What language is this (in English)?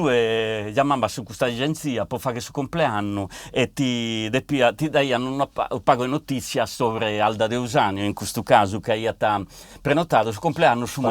Sardinian